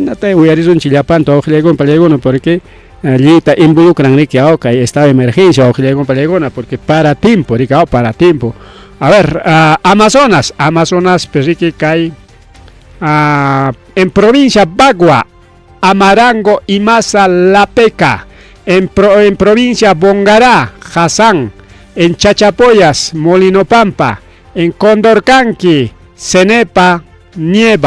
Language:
Ayacucho Quechua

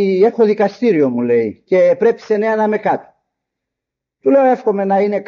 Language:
Greek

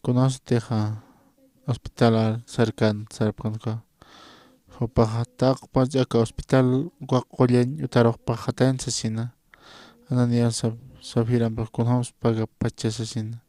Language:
Aymara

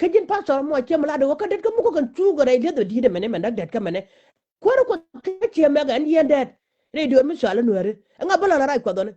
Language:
Nuer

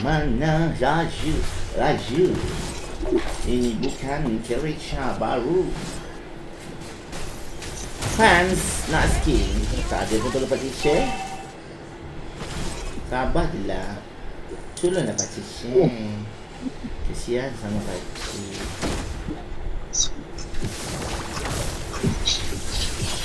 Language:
Malay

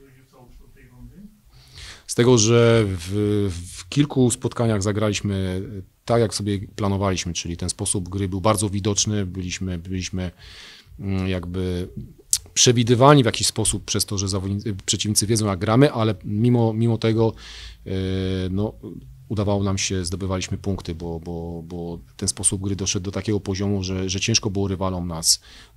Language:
Polish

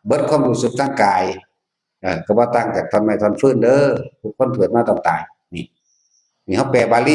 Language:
Northeastern Thai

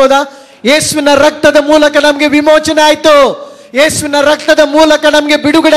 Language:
Kannada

